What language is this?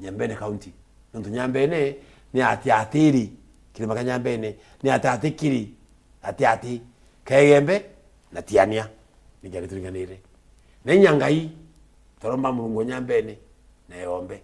Meru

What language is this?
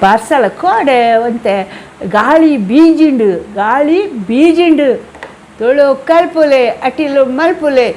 Tulu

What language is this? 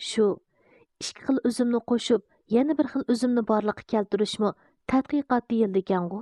Uyghur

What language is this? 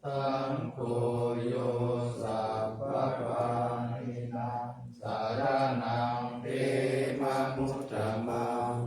Pali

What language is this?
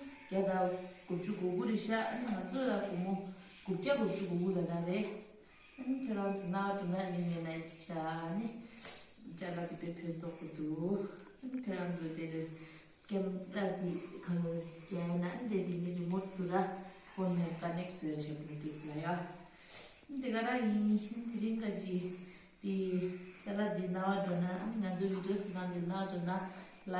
Tibetan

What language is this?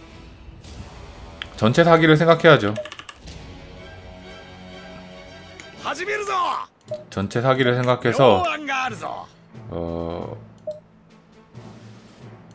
Korean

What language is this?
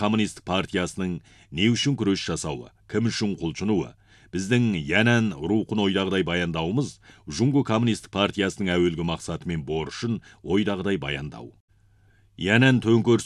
Kazakh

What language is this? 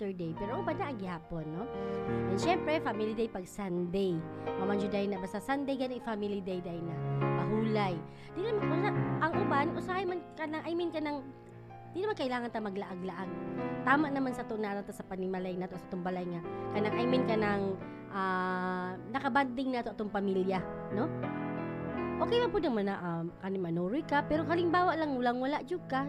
Cebuano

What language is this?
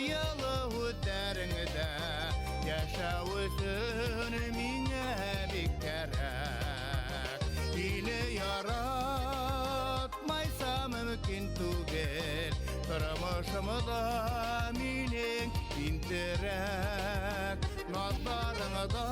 Bashkir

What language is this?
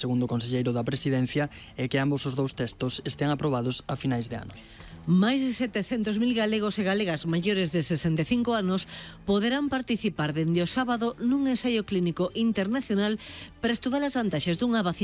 Galician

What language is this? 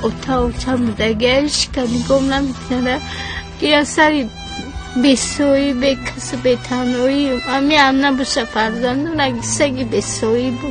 Tajik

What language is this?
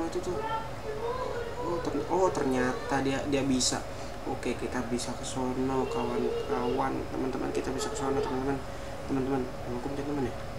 Indonesian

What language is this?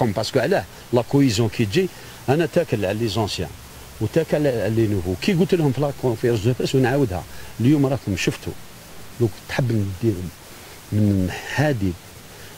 Algerian Arabic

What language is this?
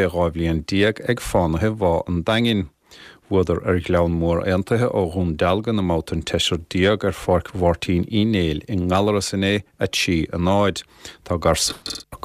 Irish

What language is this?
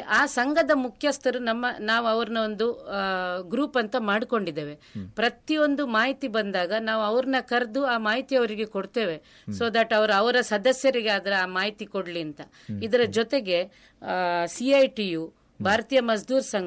Kannada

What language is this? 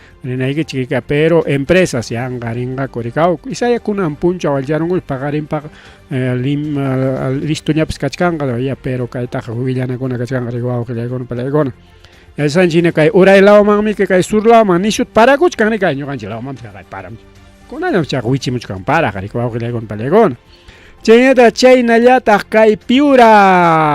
Ayacucho Quechua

